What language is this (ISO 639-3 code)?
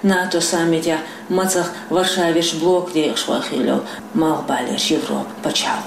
che